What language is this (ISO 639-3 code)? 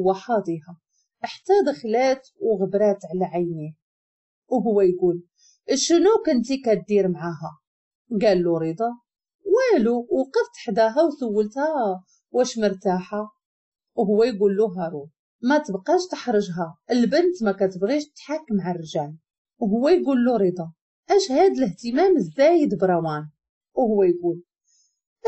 ary